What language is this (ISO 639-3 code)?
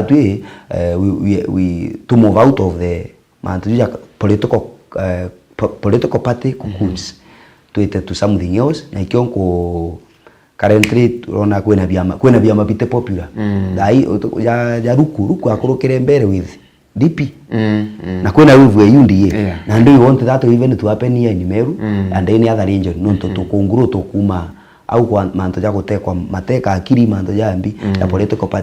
mer